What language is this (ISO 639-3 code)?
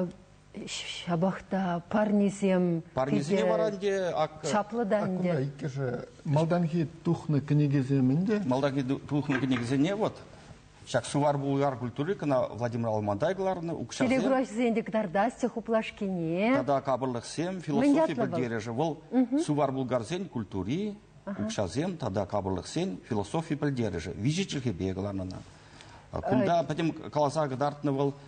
chv